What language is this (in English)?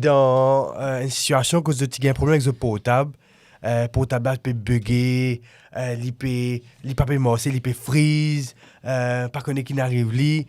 Morisyen